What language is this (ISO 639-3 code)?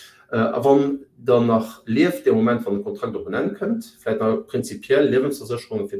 ltz